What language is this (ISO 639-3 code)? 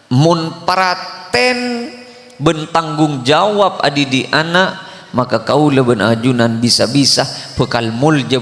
mad